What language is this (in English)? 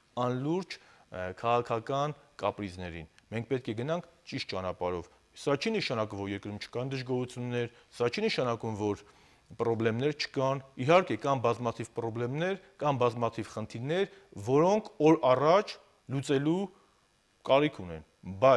Armenian